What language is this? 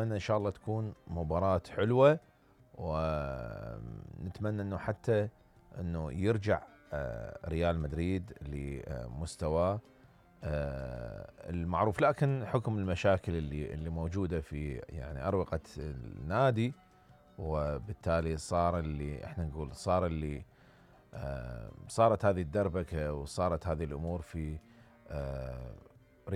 Mesopotamian Arabic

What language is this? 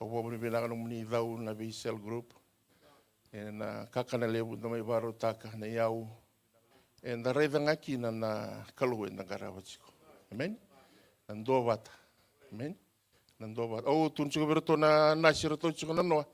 Fijian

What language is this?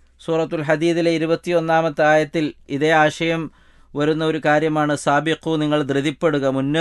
Malayalam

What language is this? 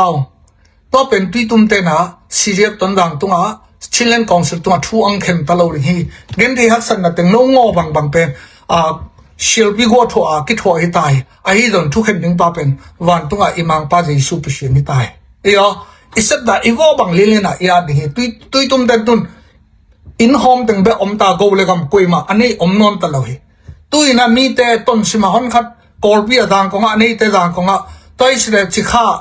Tedim Chin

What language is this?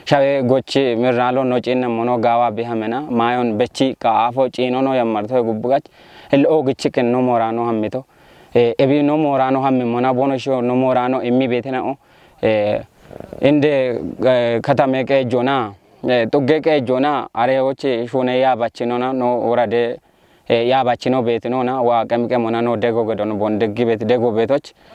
Kafa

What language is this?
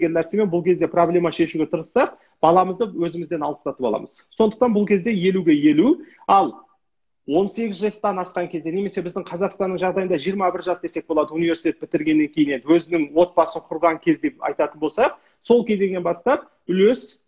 Kazakh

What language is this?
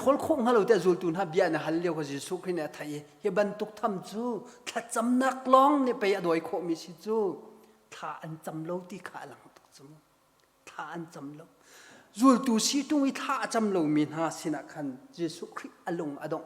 Hakha Chin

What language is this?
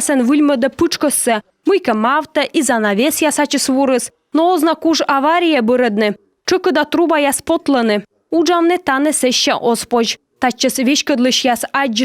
Komi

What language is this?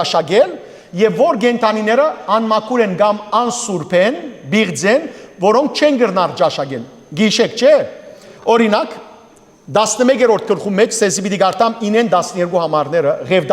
Western Armenian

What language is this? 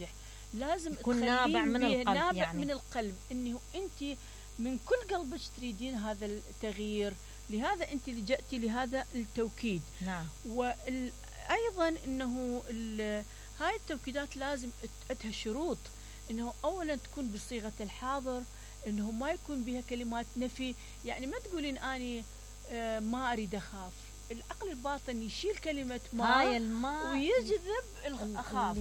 Mesopotamian Arabic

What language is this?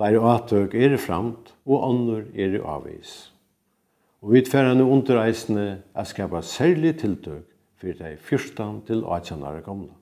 Faroese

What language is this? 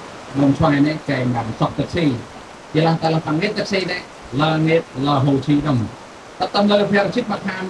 Central Mnong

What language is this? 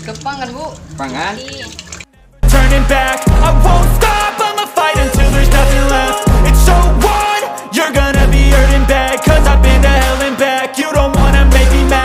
Madurese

